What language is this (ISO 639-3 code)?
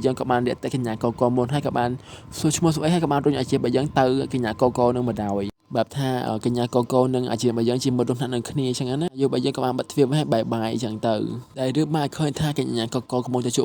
khm